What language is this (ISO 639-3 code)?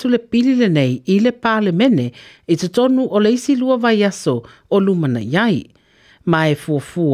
smo